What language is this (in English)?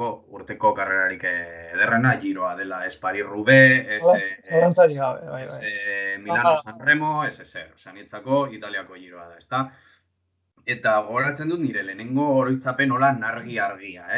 Basque